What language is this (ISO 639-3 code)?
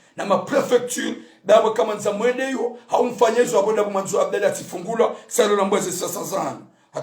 zdj